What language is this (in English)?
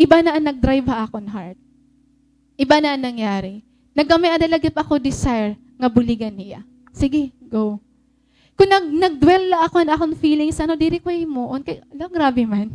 Waray